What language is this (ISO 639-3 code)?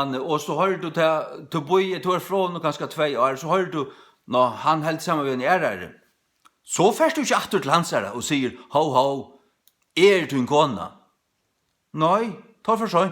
fao